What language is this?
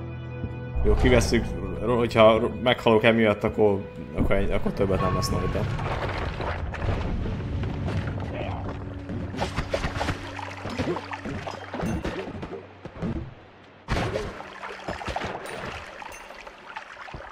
Hungarian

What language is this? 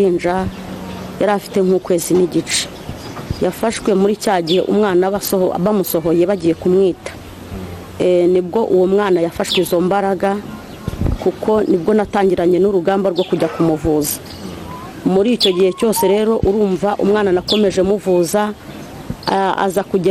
Kinyarwanda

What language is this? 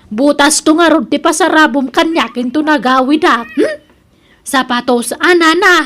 Iloko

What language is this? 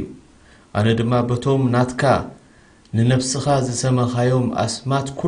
Tigrinya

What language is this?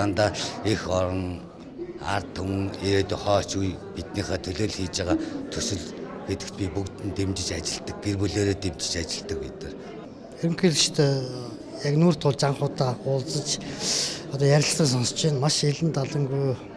Mongolian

